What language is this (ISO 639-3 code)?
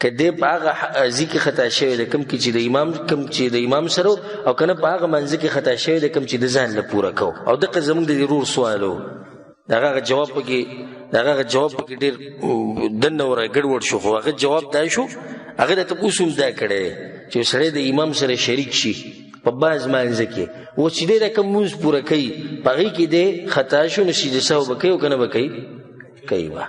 pus